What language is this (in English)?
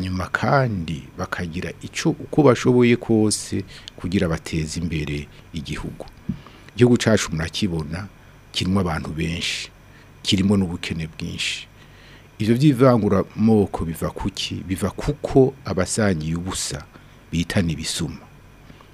Rundi